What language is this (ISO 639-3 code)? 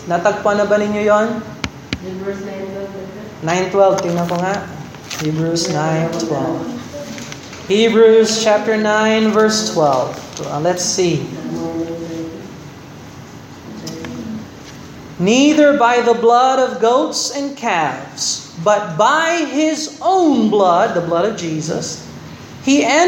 fil